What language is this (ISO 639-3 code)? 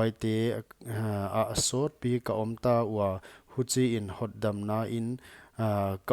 pck